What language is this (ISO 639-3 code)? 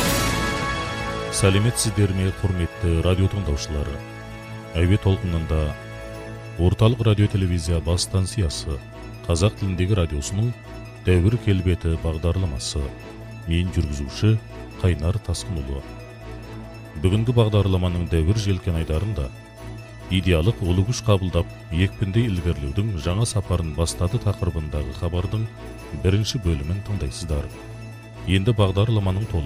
kaz